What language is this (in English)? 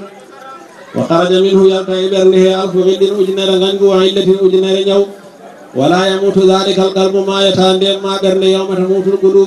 Fula